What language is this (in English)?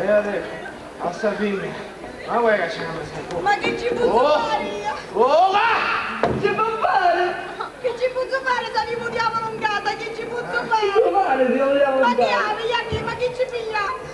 Sicilian